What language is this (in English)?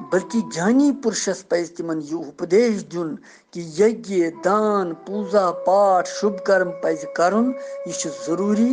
Kashmiri